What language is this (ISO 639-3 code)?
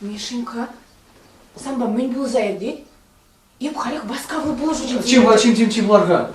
chv